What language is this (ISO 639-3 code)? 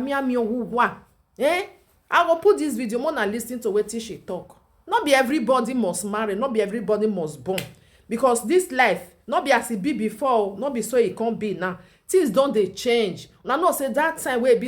pcm